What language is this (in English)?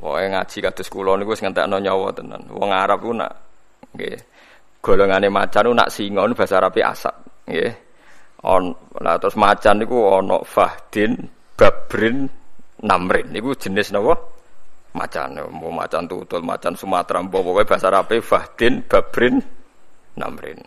Javanese